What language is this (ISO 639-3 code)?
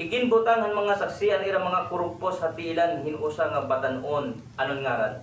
war